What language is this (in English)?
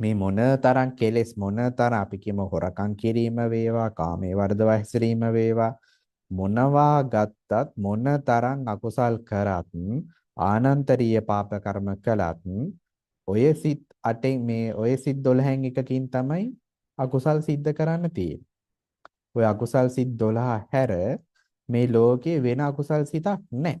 Sinhala